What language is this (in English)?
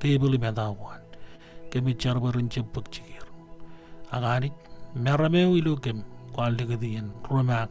Marshallese